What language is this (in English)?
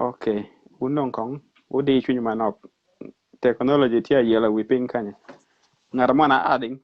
Acoli